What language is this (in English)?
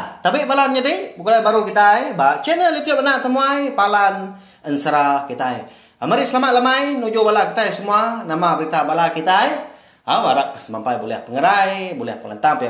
Iban